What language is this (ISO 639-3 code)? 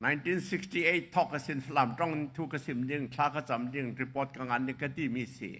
cnh